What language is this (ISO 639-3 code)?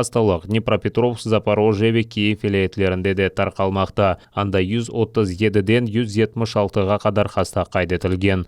crh